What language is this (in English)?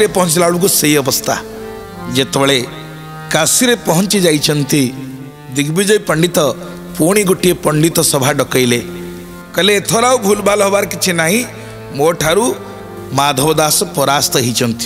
Odia